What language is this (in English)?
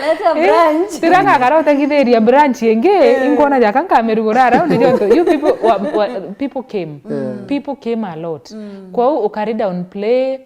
Meru